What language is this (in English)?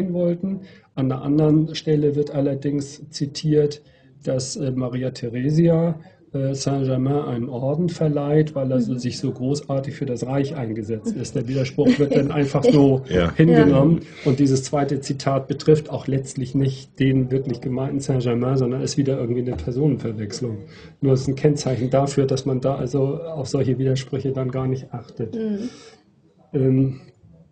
German